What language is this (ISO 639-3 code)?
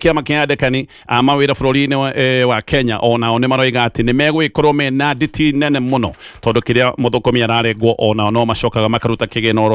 kik